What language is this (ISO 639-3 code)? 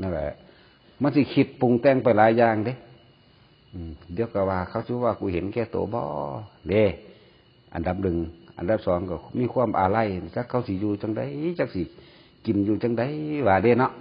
tts